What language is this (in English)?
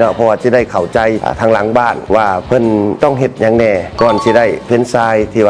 Lao